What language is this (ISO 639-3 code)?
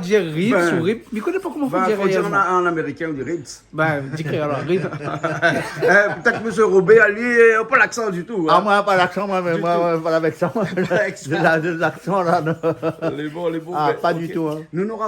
rcf